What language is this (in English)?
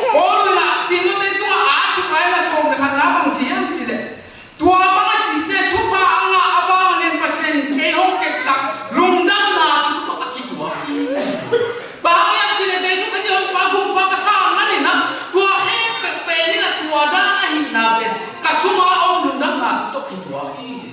Tedim Chin